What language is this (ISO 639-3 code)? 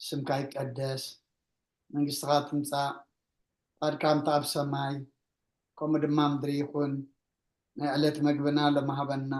tir